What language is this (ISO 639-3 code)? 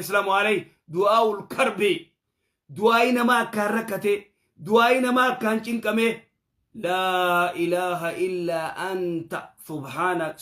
orm